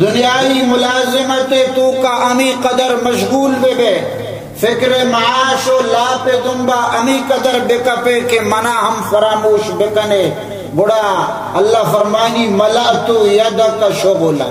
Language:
Baluchi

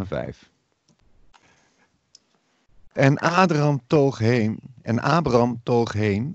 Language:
Dutch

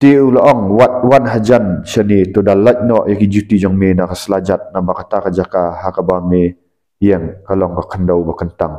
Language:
Khasi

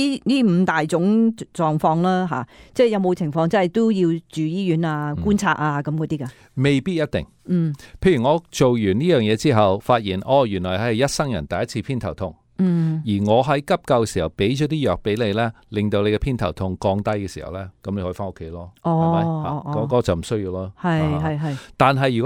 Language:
Cantonese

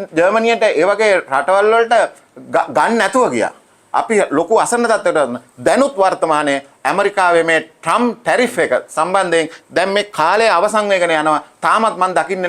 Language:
Sinhala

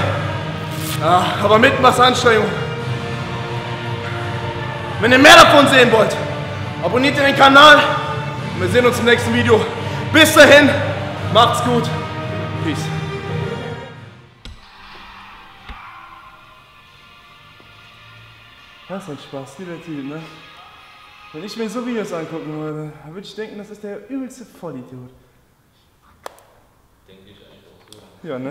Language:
German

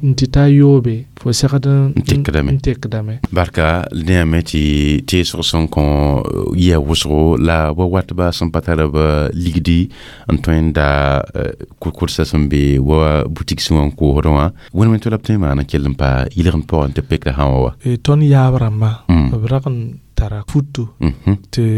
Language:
Mossi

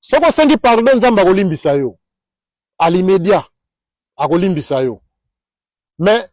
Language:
Lingala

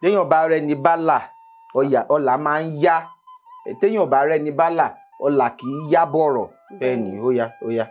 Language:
Yoruba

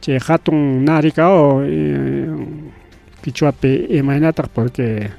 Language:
Ayacucho Quechua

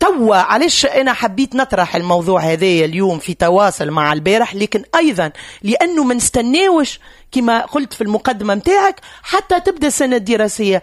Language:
Tunisian Arabic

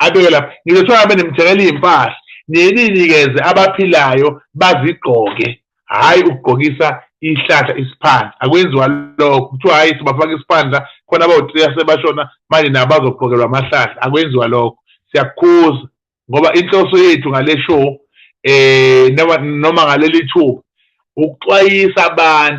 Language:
Zulu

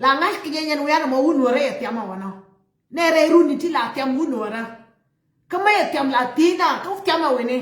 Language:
Nuer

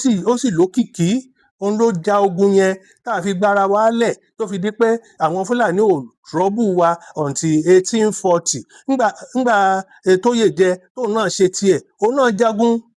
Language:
Yoruba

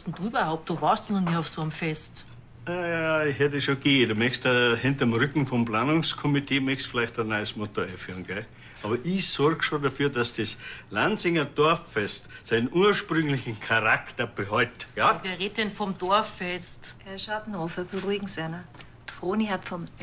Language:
Bavarian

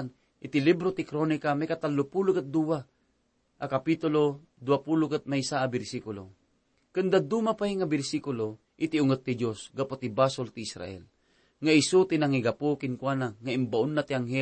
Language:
Iloko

